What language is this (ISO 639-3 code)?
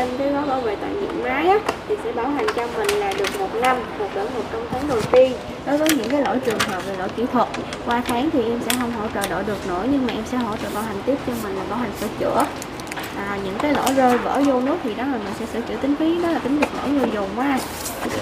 vie